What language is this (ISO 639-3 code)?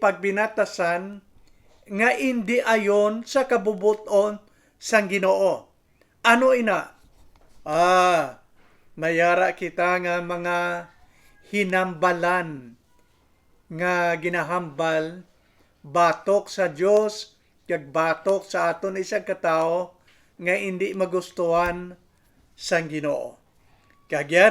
hil